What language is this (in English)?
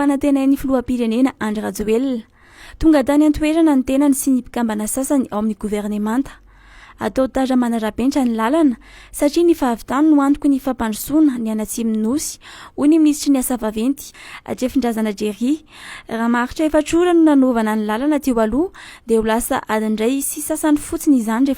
Malagasy